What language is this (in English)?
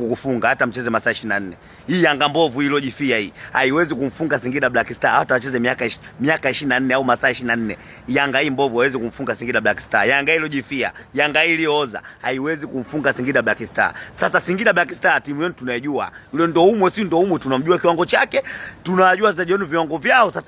Swahili